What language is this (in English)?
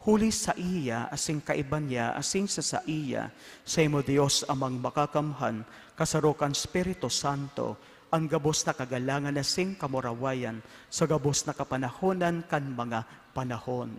Bikol